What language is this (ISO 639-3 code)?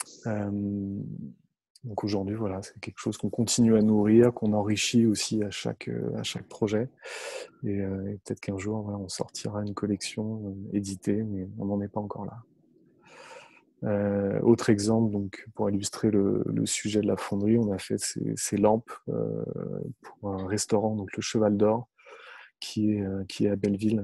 fra